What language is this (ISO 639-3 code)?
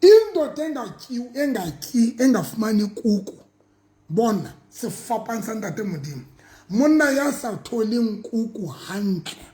sot